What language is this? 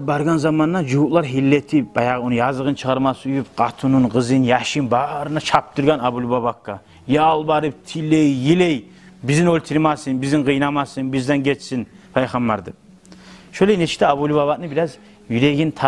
Kumyk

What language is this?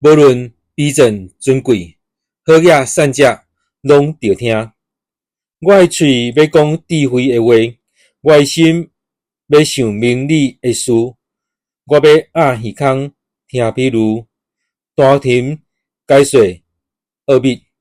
Min Nan Chinese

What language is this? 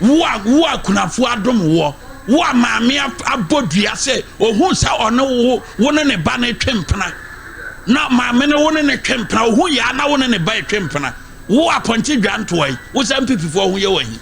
Akan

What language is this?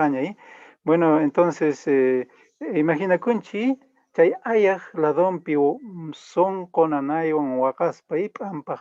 Quechua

